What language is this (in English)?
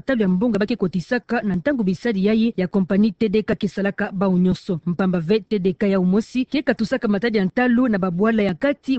Kituba (Democratic Republic of Congo)